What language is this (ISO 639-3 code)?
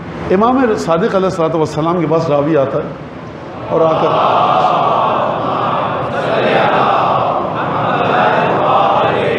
urd